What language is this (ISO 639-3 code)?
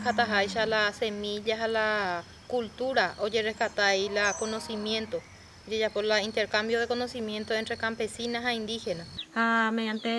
grn